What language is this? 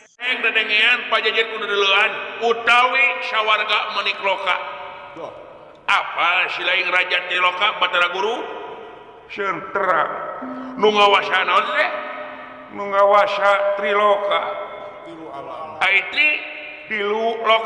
Sundanese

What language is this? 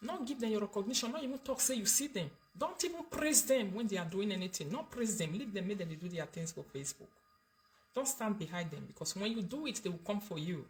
Nigerian Pidgin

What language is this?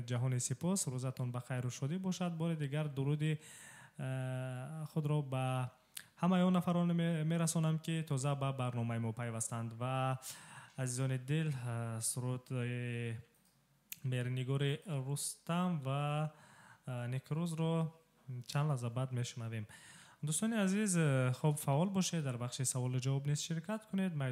Tajik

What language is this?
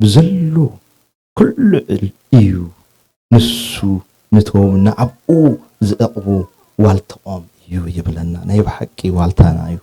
Tigrinya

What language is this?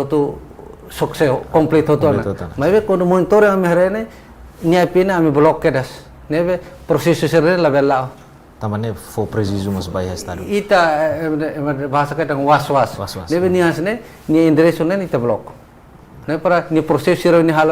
Tetum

